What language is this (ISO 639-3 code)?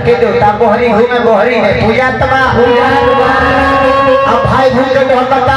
bho